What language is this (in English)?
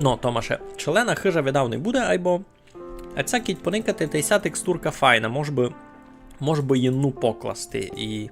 Rusyn